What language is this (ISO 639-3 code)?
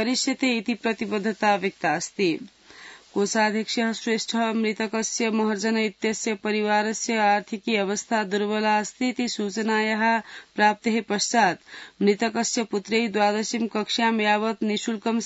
san